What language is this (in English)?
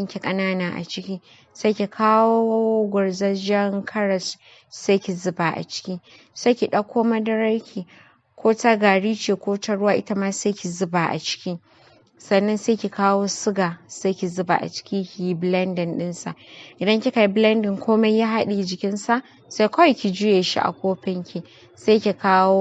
Hausa